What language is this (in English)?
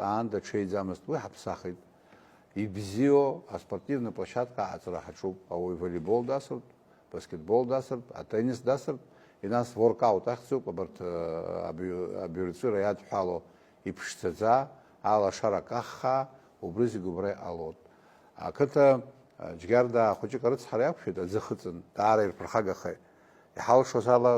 Abkhazian